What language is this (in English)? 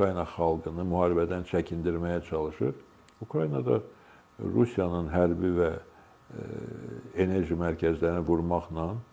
Azerbaijani